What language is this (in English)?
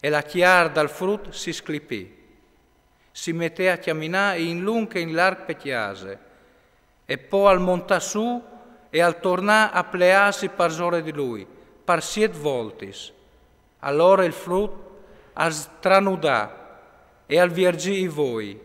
Friulian